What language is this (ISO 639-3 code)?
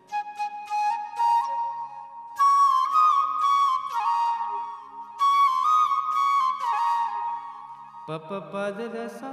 hin